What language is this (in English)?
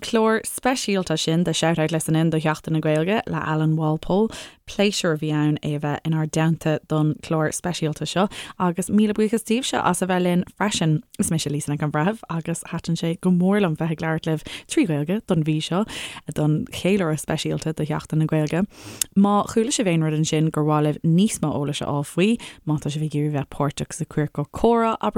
Irish